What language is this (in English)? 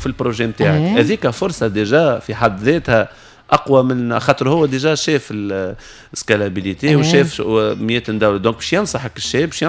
Tunisian Arabic